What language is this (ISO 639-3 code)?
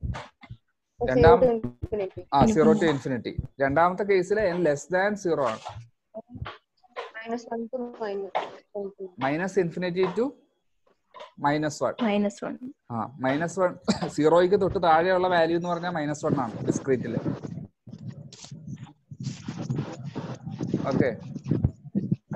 mal